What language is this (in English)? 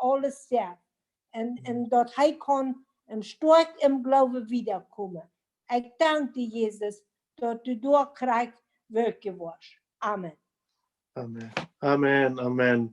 Plautdietsch